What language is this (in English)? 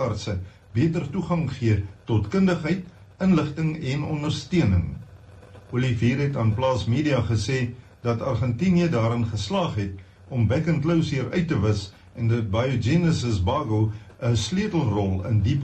Afrikaans